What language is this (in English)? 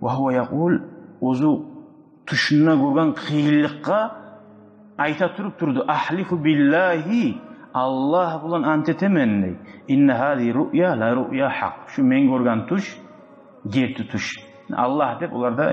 Kumyk